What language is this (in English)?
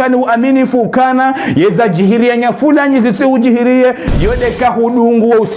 Ngazidja Comorian